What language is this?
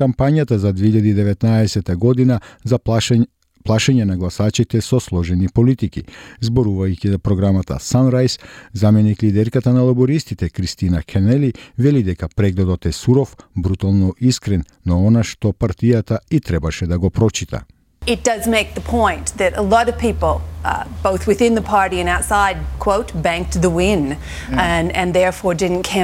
Macedonian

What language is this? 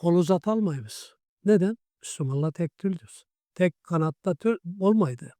Karachay-Balkar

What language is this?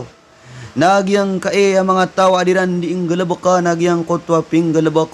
Maranao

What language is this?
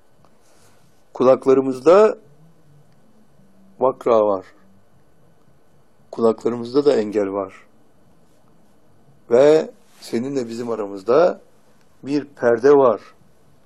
Turkish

